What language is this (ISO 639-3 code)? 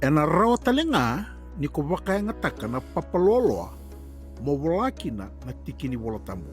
fij